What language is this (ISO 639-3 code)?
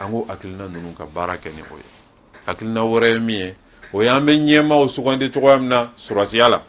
bam